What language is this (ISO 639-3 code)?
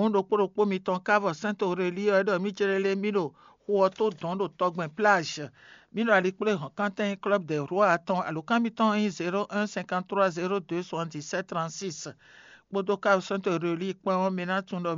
fon